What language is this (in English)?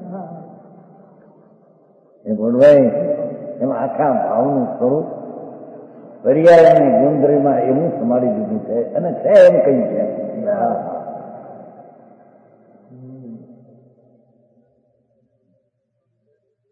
Gujarati